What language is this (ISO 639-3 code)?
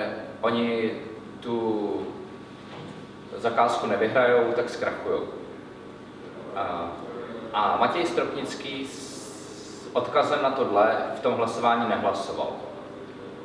ces